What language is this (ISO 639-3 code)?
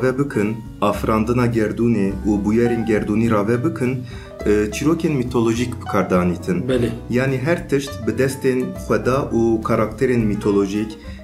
kur